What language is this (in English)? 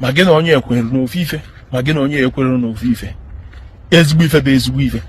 Igbo